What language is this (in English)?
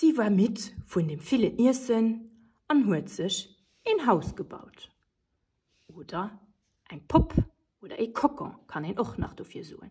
Luxembourgish